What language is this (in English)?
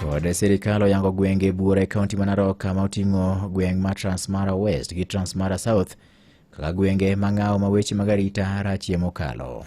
Luo (Kenya and Tanzania)